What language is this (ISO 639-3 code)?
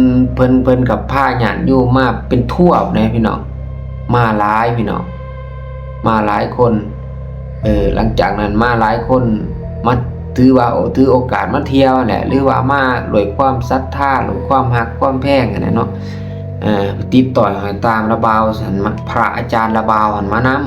lao